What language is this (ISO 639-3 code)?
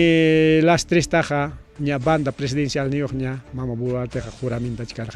quy